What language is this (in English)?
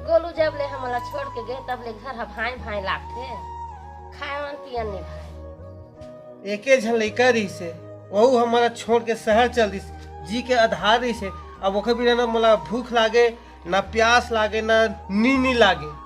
Chhattisgarhi